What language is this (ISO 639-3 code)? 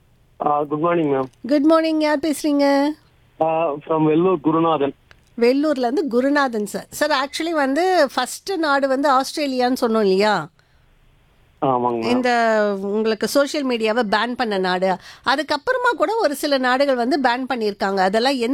tam